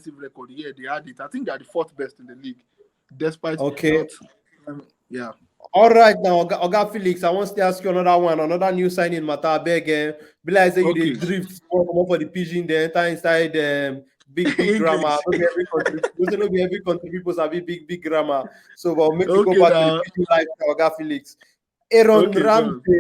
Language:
Nigerian Pidgin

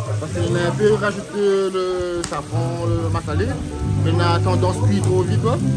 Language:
Réunion Creole French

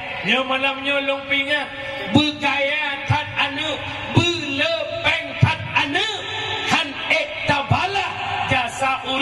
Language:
Achinese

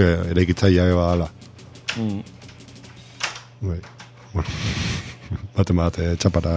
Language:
Basque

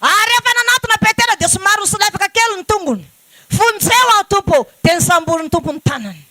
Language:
Malagasy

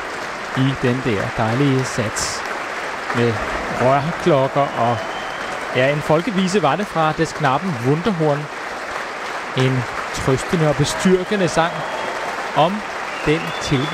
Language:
Danish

